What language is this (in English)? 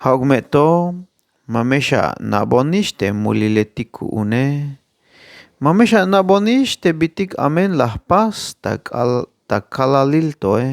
Tzeltal